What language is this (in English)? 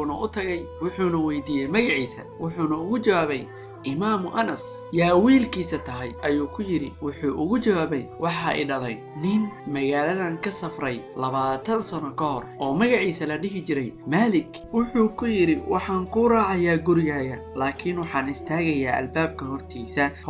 Somali